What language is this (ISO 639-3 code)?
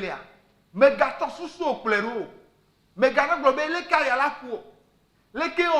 ewe